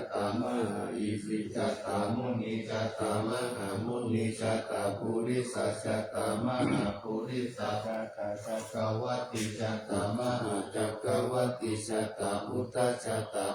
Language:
Pali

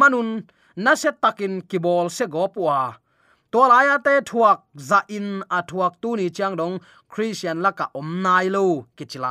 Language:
Tedim Chin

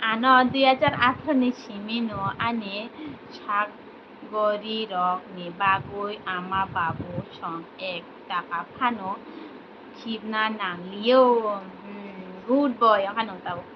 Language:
Kok Borok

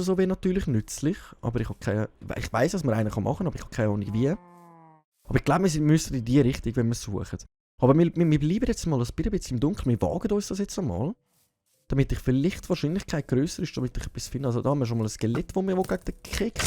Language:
Swiss German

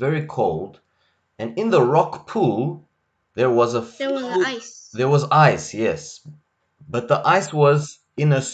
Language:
English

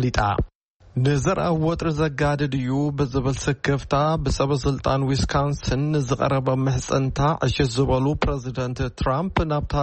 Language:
Tigrinya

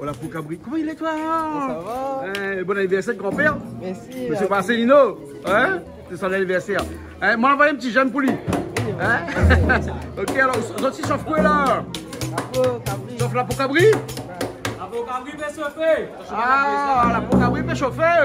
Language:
Réunion Creole French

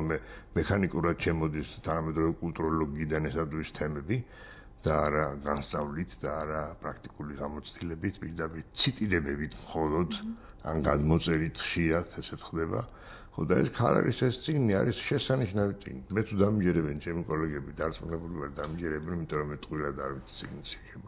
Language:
Georgian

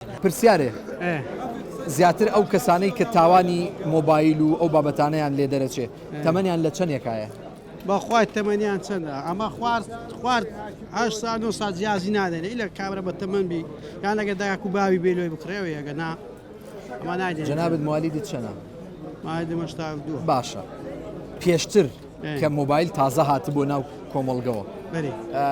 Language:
Central Kurdish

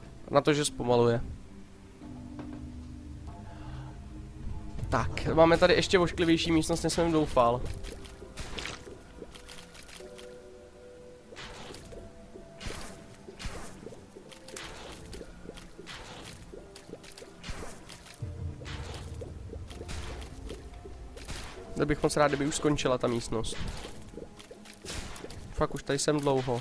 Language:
Czech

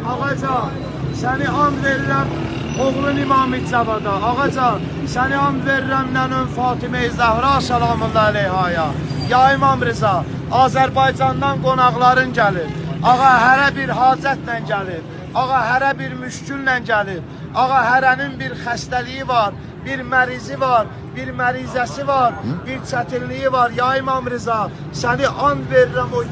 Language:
Azerbaijani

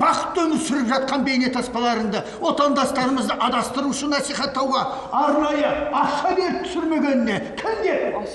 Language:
Kazakh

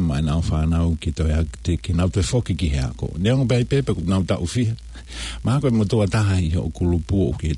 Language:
Tongan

